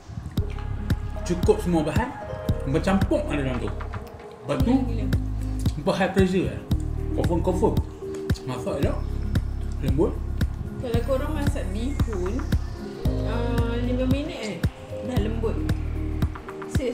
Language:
Malay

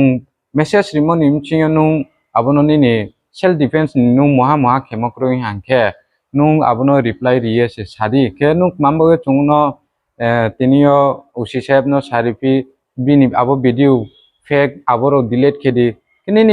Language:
Riang (India)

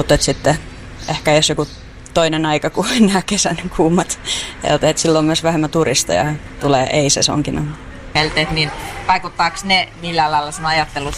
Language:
Finnish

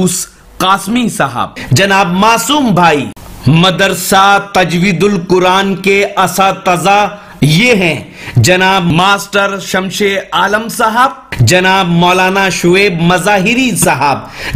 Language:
Urdu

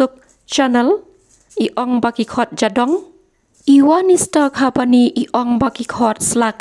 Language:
Khasi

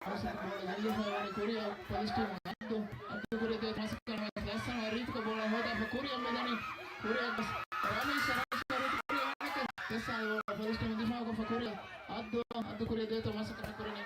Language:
Divehi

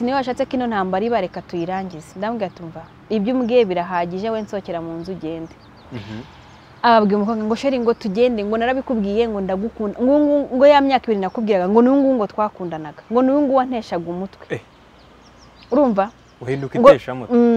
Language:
Kinyarwanda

